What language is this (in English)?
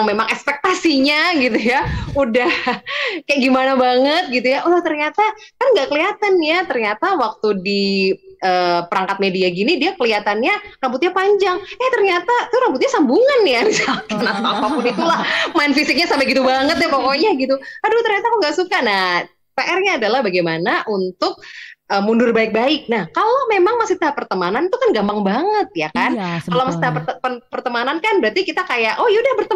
Indonesian